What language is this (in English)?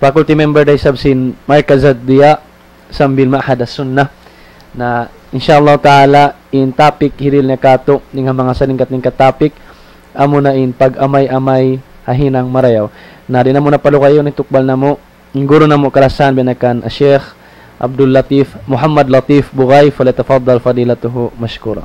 Tausug